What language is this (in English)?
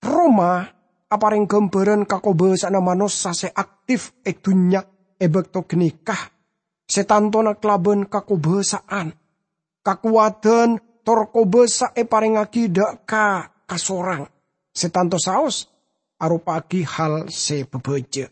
Madurese